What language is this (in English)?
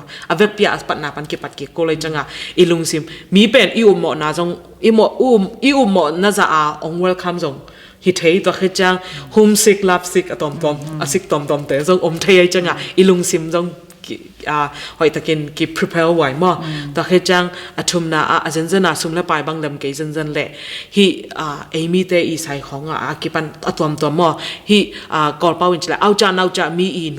Tedim Chin